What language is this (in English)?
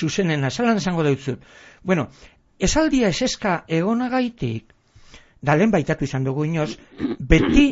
Basque